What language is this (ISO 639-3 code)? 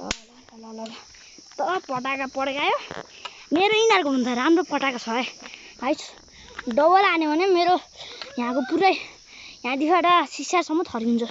nep